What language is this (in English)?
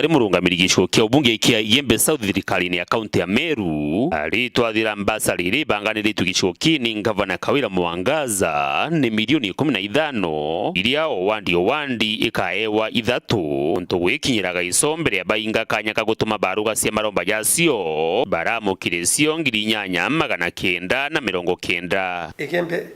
Meru